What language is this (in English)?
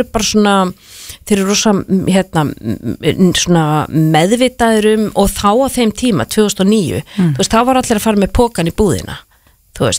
Icelandic